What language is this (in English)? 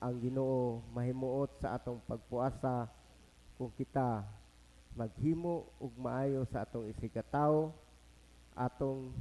Cebuano